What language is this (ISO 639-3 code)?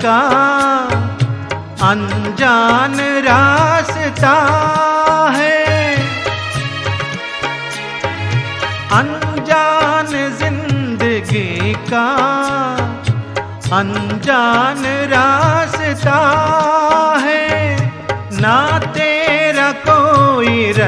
hin